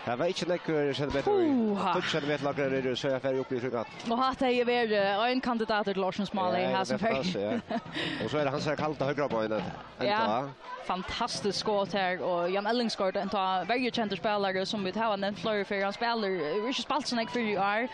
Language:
Faroese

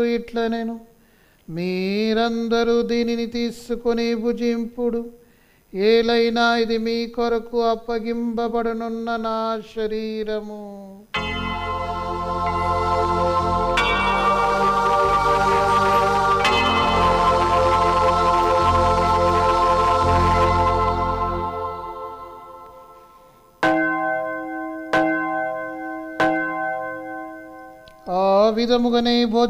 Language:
Telugu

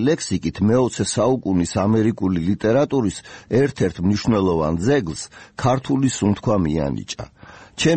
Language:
Georgian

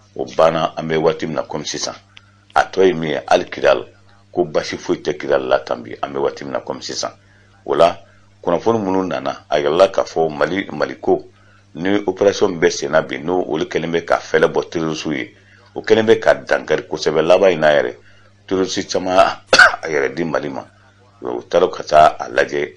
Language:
Bambara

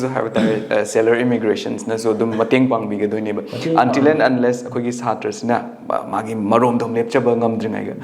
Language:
Manipuri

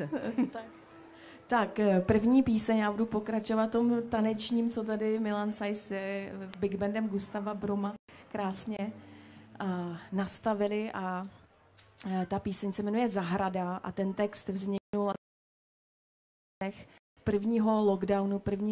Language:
Czech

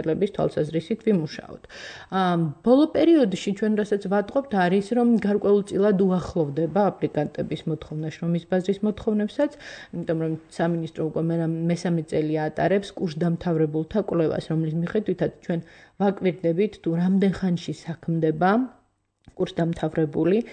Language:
Georgian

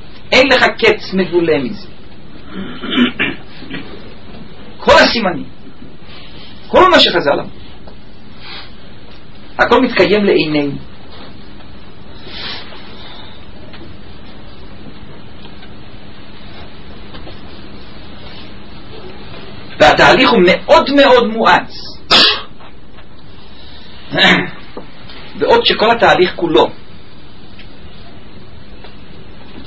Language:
Hebrew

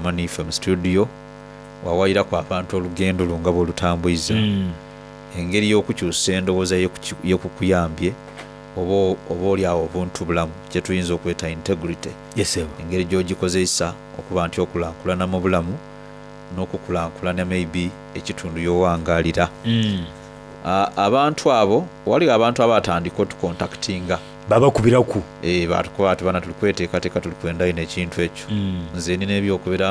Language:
Soga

